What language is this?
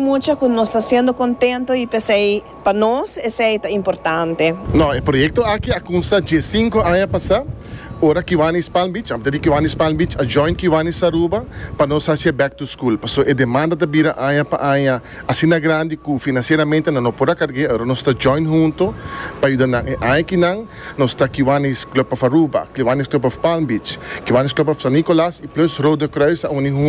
Papiamento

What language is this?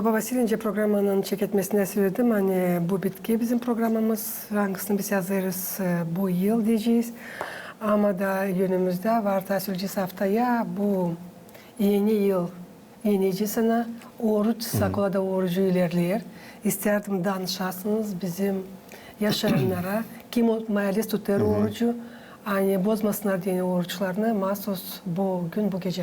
Gagauz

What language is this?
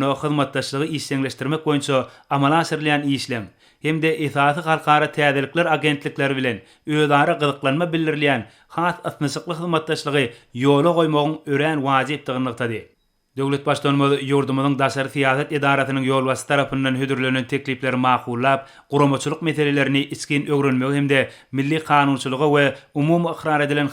Turkmen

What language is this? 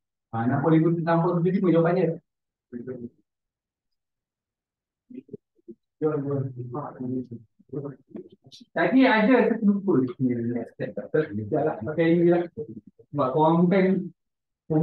Malay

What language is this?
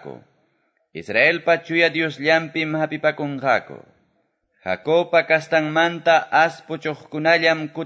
Quechua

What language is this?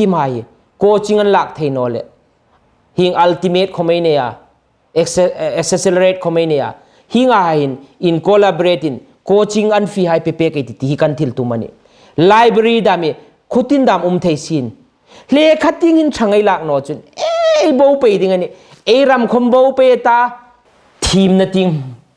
Hmar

